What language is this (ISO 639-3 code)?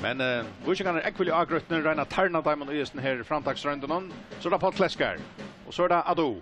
fao